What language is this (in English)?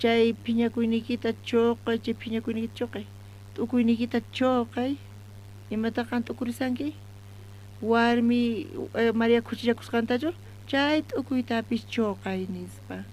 South Bolivian Quechua